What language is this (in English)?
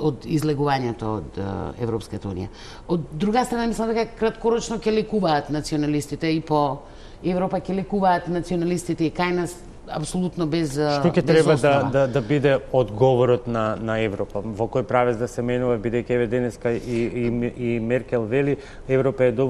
Macedonian